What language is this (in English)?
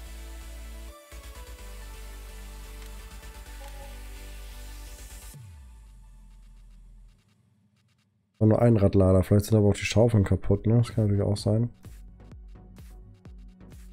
German